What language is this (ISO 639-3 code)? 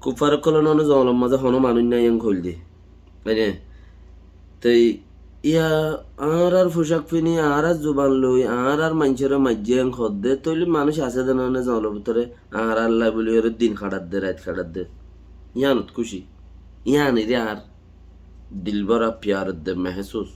rhg